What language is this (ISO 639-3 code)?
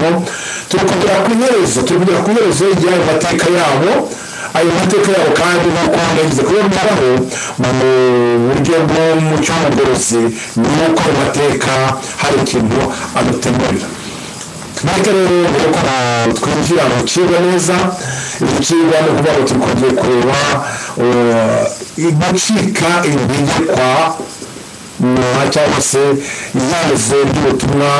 kin